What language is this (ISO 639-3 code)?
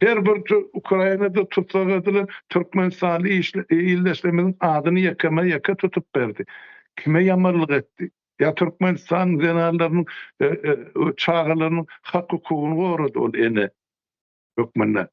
tuk